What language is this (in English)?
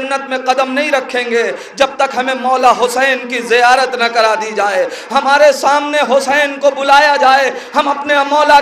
Urdu